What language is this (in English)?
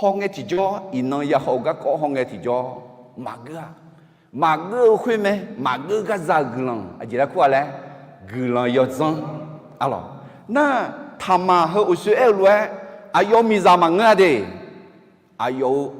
Akha